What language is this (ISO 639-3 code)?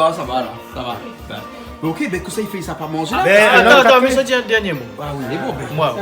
rcf